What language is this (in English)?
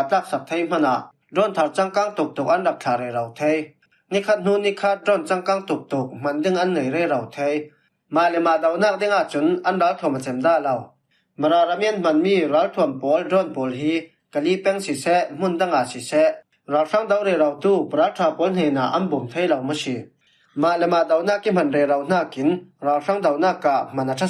Falam Chin